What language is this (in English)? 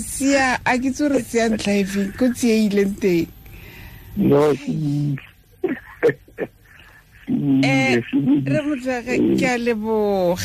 Tswana